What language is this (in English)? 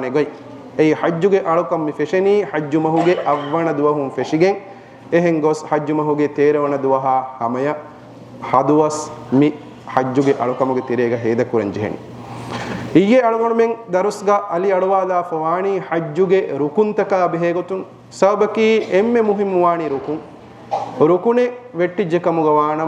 Divehi